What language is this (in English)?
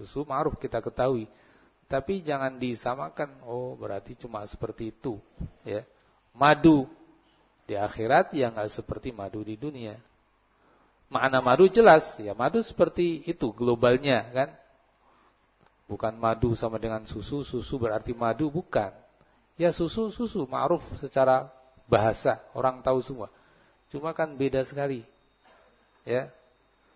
Indonesian